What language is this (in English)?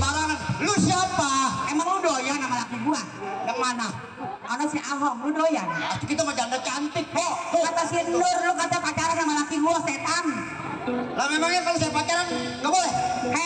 Betawi